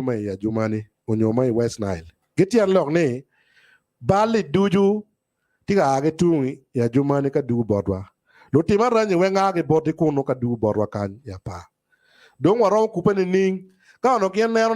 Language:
Acoli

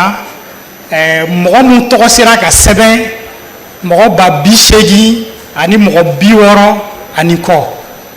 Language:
Bambara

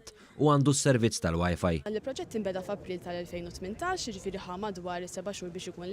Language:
Maltese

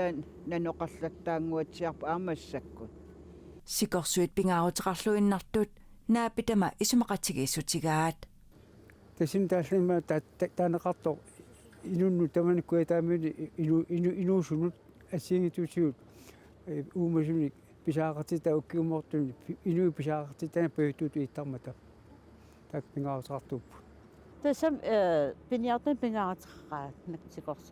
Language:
Kalaallisut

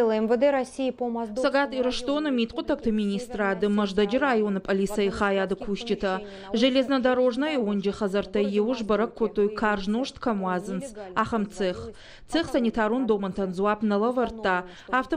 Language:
Ossetic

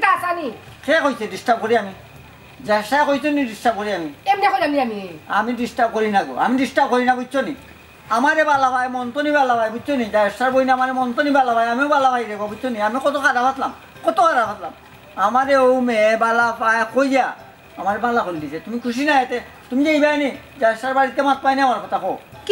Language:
Sylheti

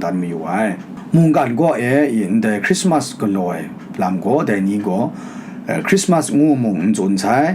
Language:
Kachin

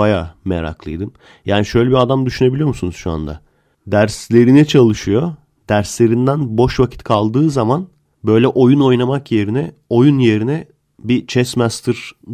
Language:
Turkish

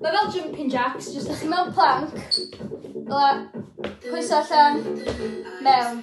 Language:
Welsh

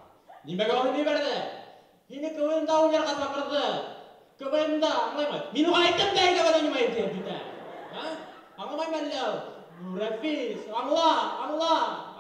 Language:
Bashkir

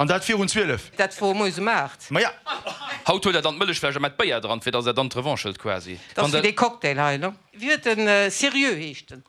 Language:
Luxembourgish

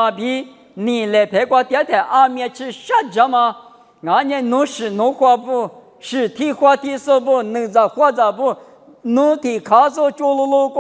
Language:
Lisu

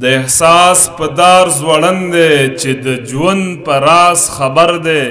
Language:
Pashto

